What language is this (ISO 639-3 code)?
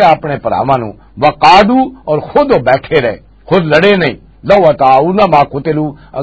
lah